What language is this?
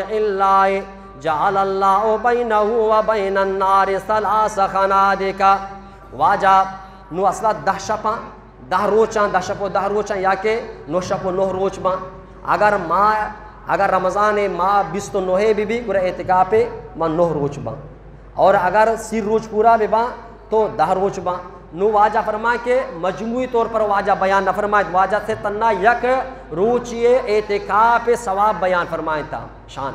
Eastern Balochi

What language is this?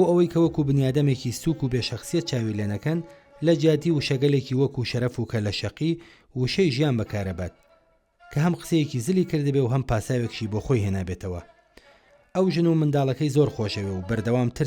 Central Kurdish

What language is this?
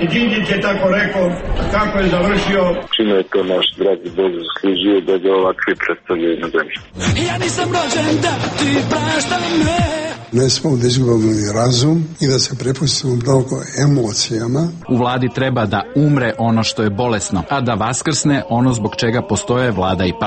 Serbian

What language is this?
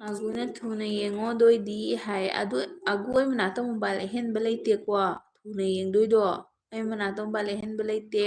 Manipuri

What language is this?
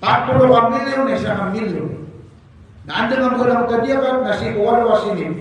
Maranao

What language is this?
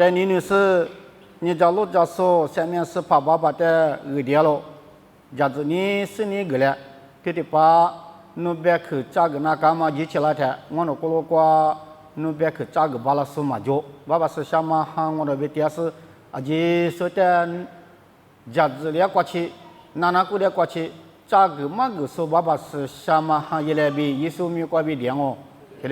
Lisu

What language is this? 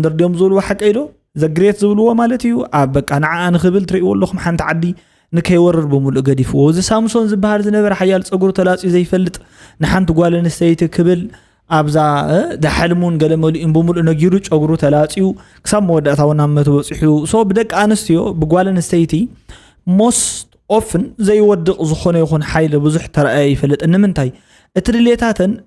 Tigrinya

